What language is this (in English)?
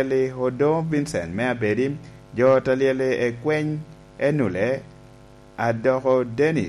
Lango (Uganda)